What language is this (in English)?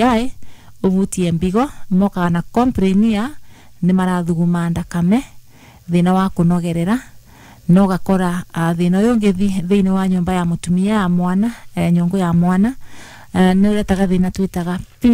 Kikuyu